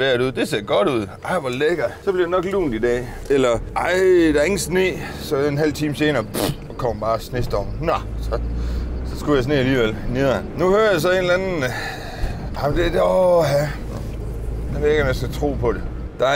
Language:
Danish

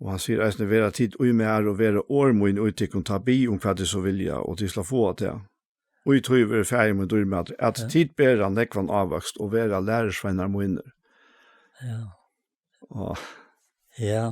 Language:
Faroese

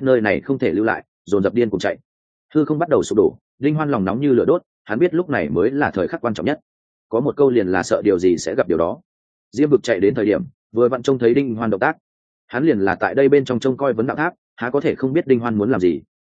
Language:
Vietnamese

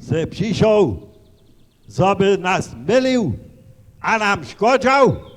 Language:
Upper Sorbian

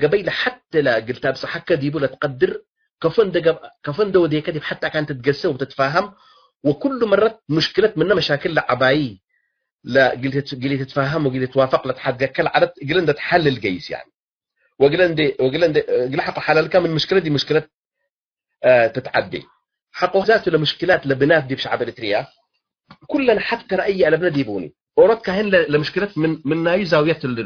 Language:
Tigre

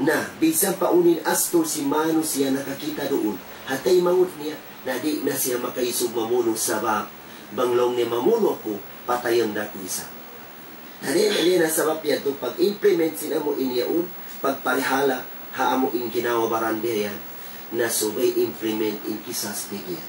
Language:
Tausug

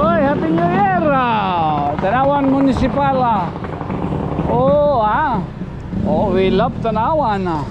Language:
Waray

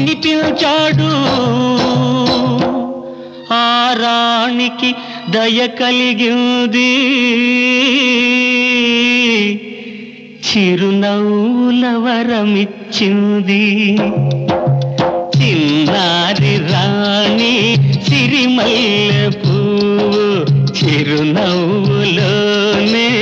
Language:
Telugu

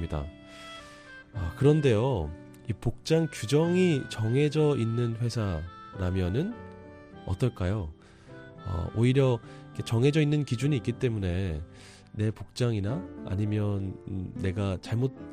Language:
Korean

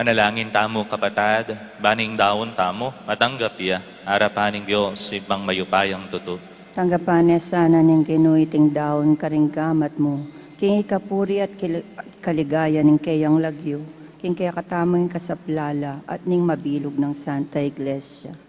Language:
Pampanga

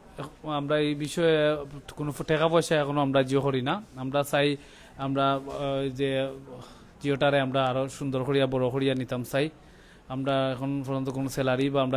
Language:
Sylheti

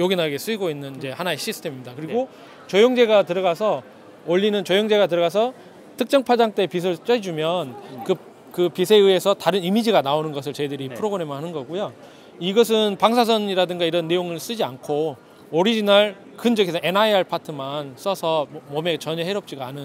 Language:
Korean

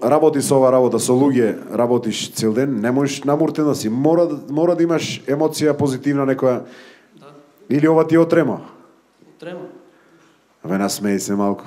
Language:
Macedonian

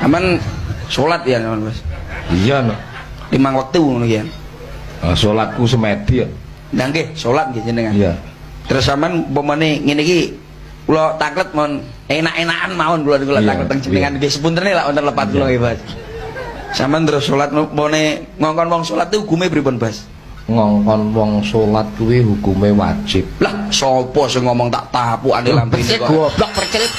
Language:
Javanese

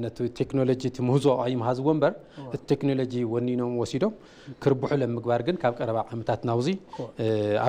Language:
Tigrinya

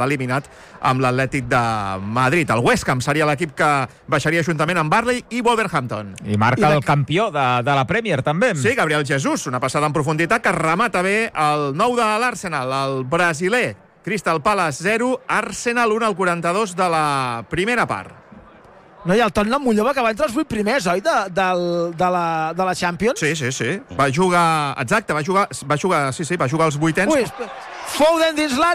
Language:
Catalan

